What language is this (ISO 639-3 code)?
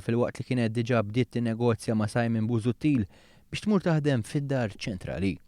mlt